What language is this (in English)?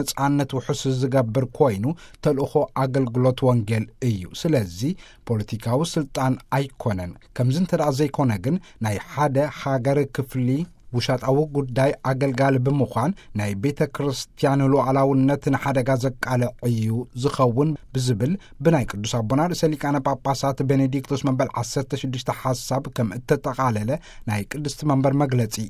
Tigrinya